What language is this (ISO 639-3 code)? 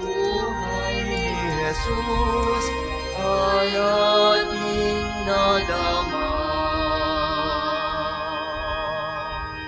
fil